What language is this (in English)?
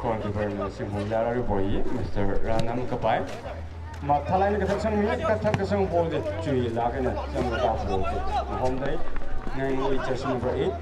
Tangkhul Naga (India)